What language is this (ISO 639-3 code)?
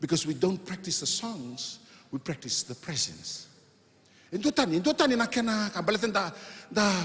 fij